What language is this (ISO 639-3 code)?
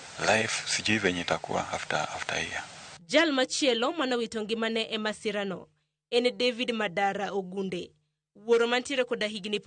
luo